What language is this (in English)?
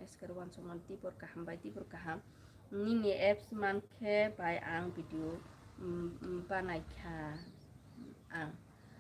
Kok Borok